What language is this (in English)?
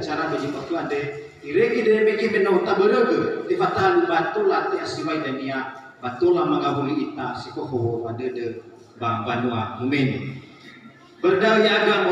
Nias